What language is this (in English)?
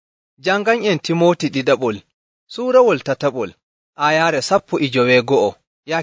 Nigerian Fulfulde